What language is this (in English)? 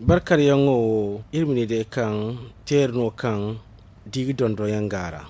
Zarma